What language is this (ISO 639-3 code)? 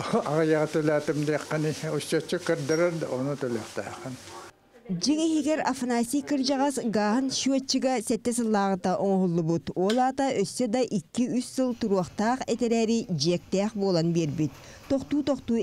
sah